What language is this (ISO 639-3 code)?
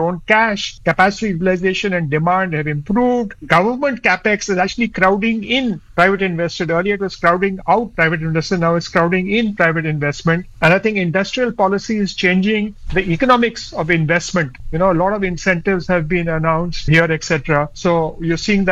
eng